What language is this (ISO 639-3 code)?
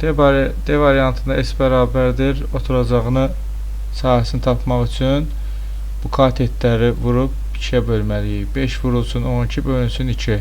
aze